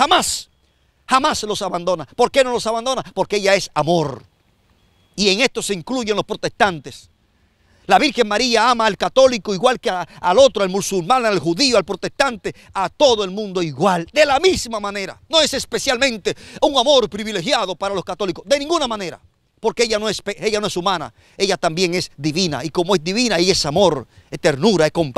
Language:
Spanish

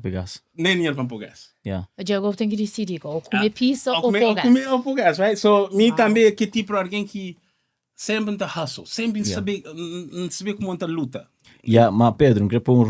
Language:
Kabuverdianu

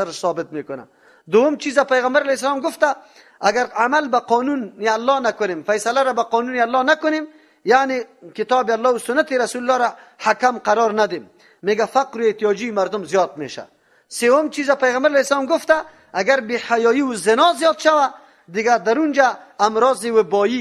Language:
Persian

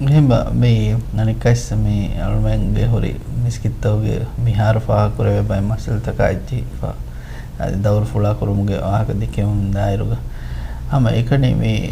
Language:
Divehi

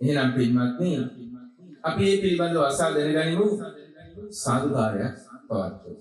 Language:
Sinhala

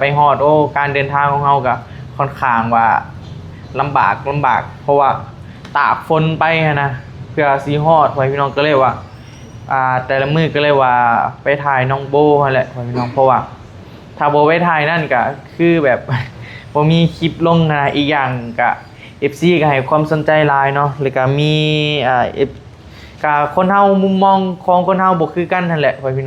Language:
Northeastern Thai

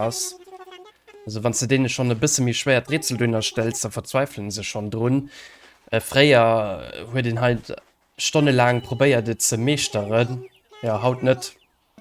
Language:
Luxembourgish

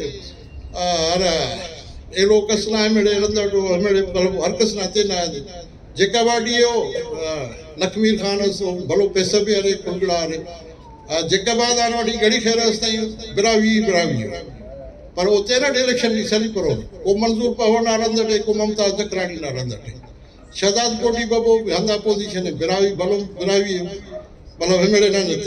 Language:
Brahui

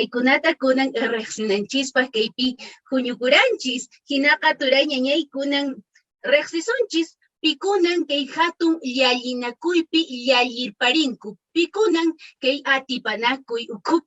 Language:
Quechua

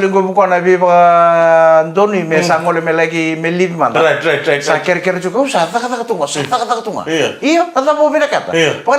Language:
Fijian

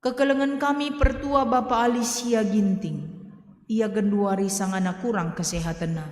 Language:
Batak Karo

